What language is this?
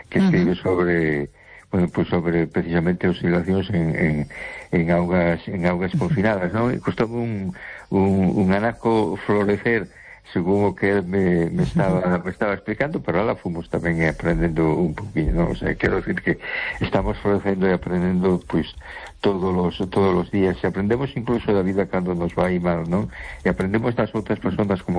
Galician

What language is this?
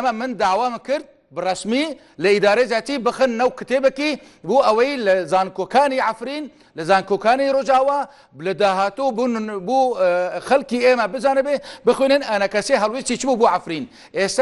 Kurdish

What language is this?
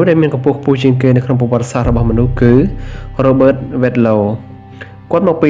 Khmer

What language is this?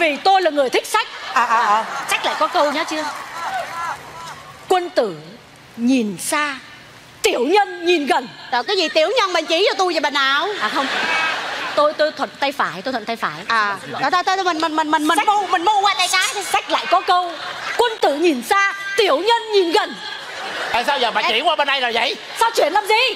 Vietnamese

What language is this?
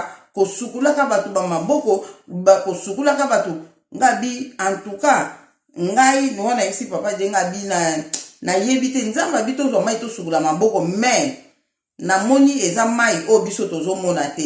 Lingala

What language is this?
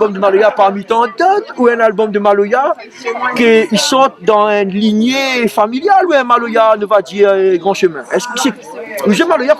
Réunion Creole French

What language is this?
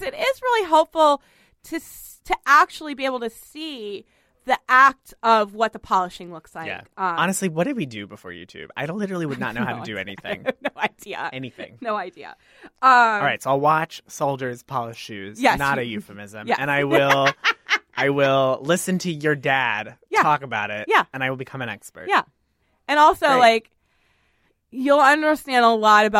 English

